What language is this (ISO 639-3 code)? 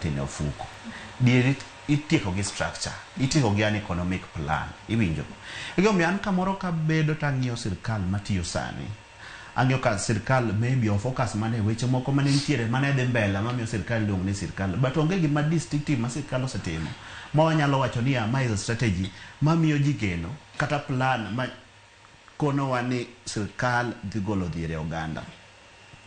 luo